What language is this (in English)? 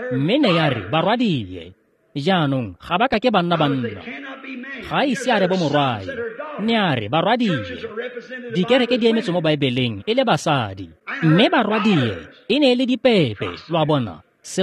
Tswana